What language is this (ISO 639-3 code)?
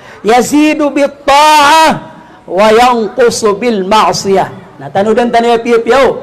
mrw